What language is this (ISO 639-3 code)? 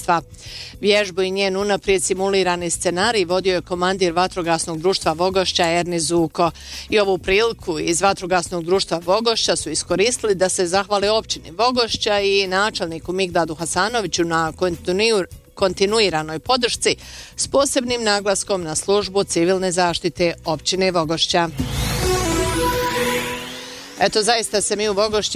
bos